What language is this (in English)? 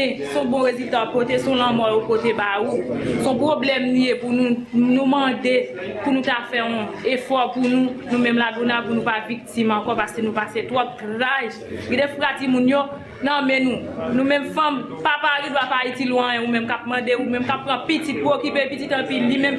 Haitian Creole